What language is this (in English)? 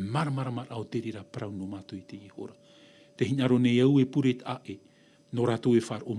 Tahitian